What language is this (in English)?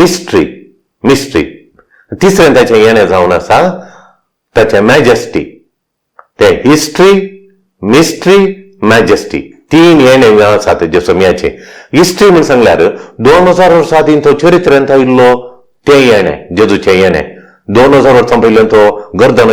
Konkani